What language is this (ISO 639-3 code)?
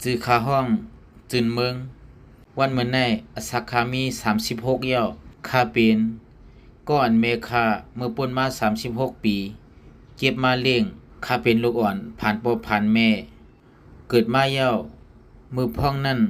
shn